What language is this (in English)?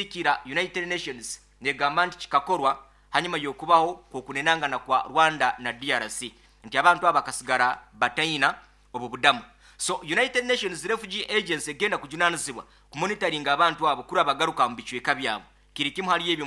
Nyoro